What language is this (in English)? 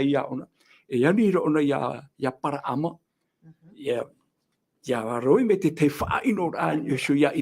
Tahitian